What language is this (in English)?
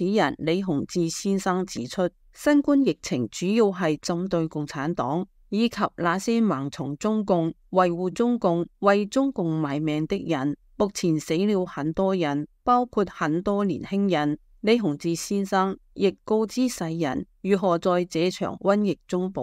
Cantonese